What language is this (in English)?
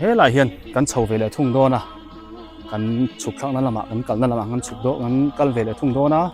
Biete